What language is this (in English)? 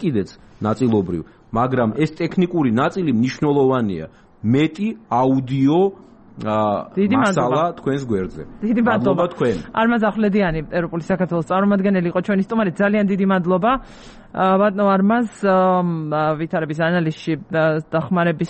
Georgian